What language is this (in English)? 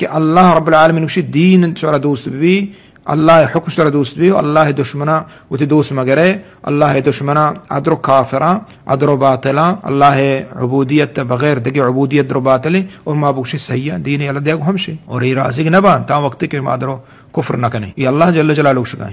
Eastern Balochi